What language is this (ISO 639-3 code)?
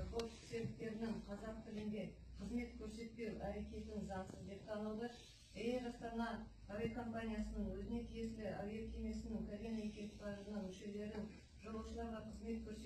kaz